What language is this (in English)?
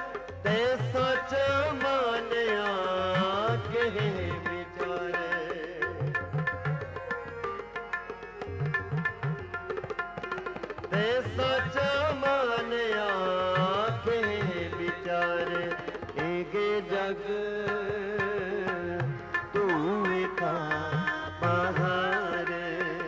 Punjabi